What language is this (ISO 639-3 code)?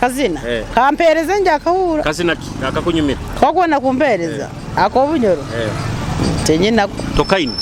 nyo